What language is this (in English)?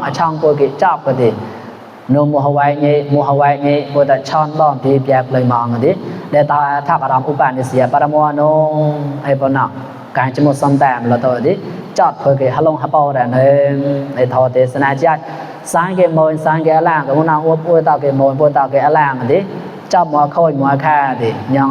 Mon